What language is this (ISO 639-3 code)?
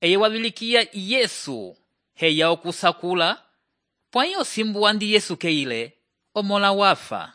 umb